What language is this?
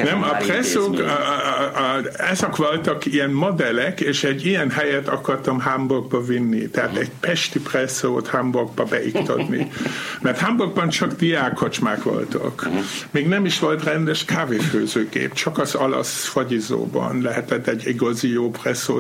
Hungarian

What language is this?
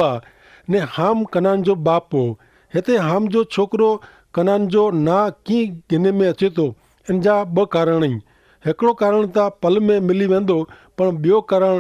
Kachhi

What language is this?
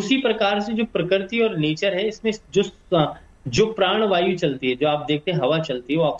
Hindi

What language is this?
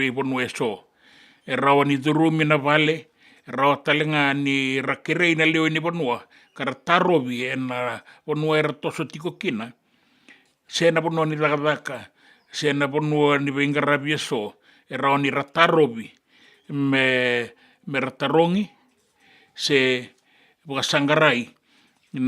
Fijian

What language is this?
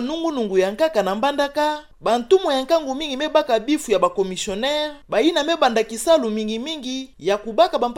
Kituba (Democratic Republic of Congo)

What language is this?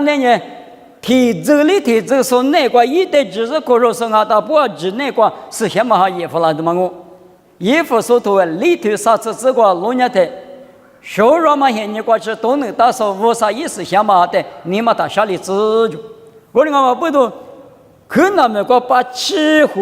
Lisu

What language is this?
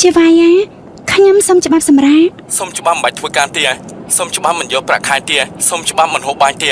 Khmer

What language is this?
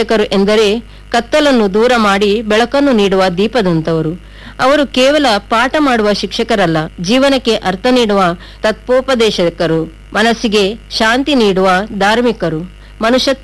Kannada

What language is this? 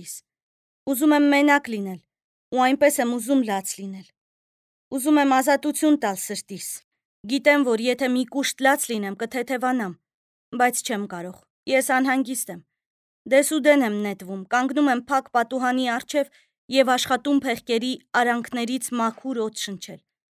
Armenian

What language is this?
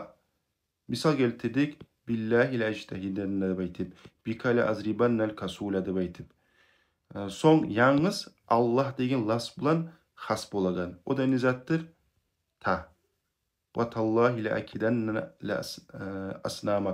Kumyk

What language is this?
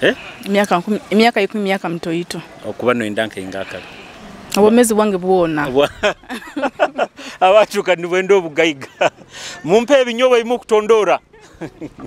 Nyoro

